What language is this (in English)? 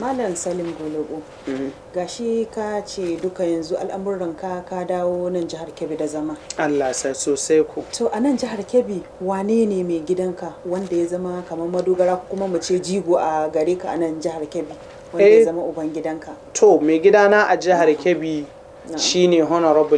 Hausa